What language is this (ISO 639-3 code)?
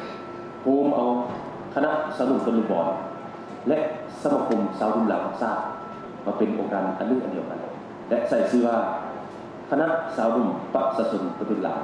lao